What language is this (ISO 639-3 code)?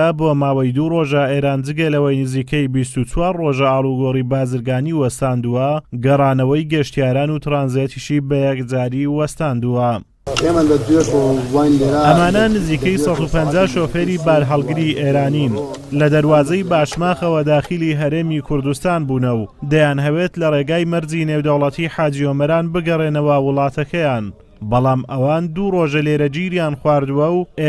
ckb